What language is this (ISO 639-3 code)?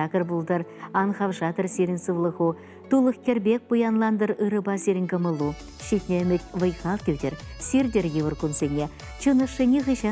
chv